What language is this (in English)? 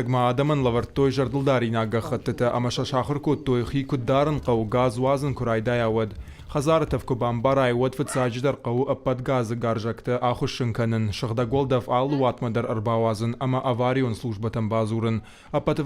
Ossetic